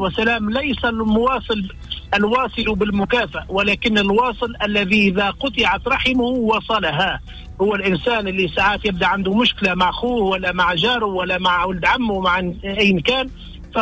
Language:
Tunisian Arabic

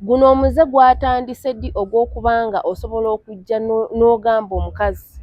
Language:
Ganda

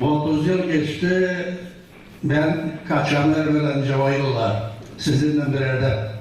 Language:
Gagauz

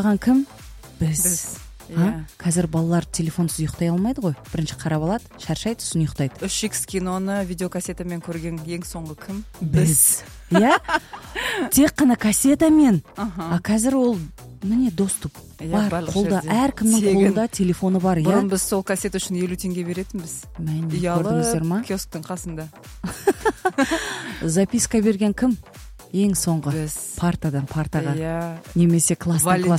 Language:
Kazakh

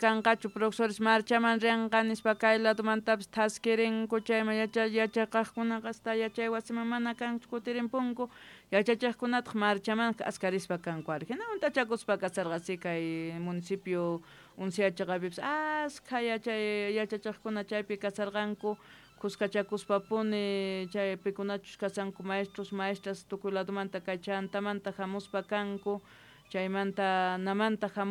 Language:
South Bolivian Quechua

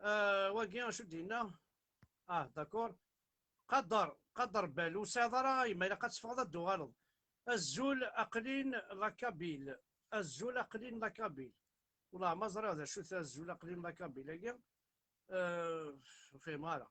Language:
Kabyle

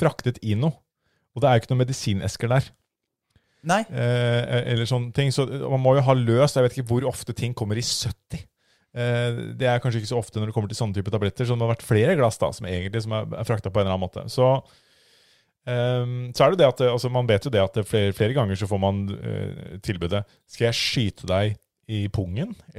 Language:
Norwegian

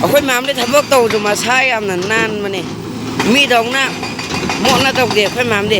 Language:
Manipuri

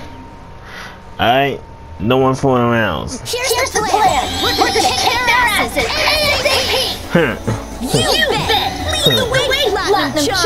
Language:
English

